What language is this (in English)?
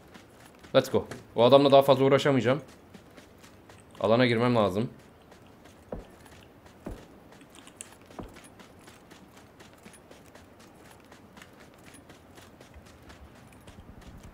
Turkish